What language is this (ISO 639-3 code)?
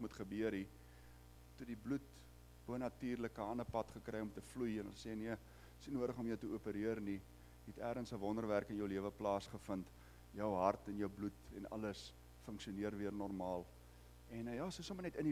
afr